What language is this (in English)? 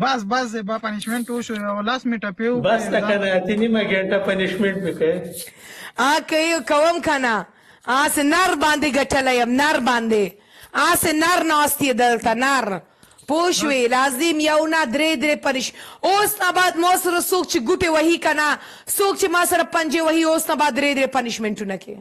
Pashto